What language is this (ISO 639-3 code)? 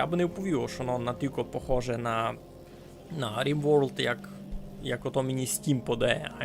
rue